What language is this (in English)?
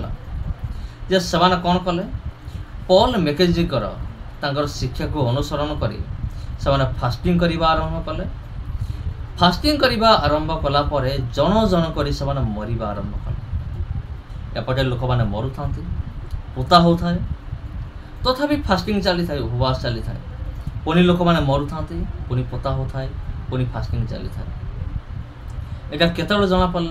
Odia